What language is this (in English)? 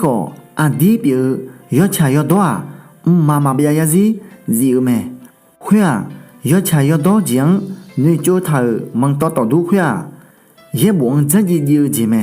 Akha